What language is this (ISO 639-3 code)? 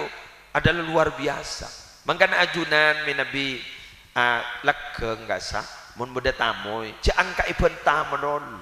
mad